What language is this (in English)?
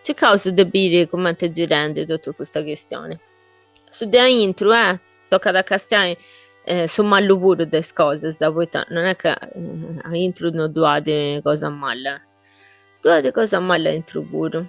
Sardinian